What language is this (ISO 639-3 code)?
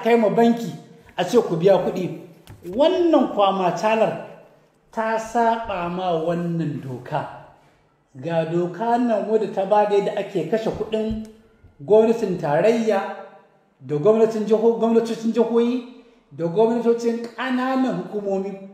hau